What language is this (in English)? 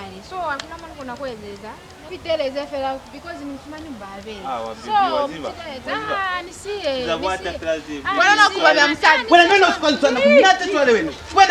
Lozi